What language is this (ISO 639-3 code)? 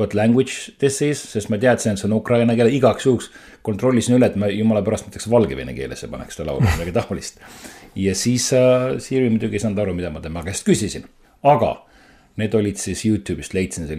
est